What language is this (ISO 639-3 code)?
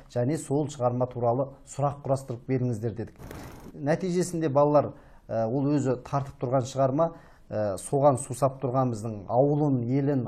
kaz